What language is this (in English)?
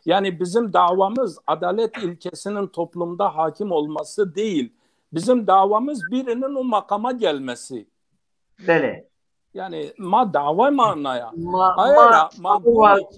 Zaza